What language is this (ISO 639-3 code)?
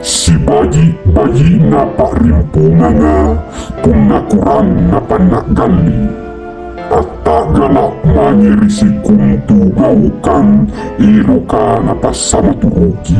mak